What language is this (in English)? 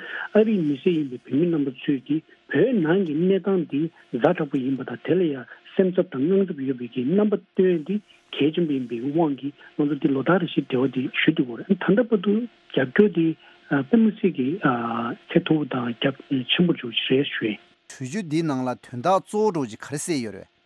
Tibetan